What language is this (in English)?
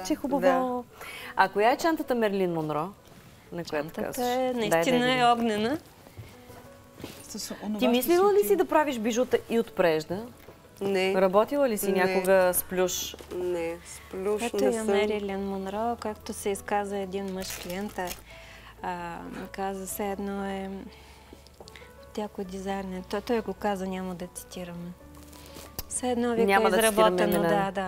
Bulgarian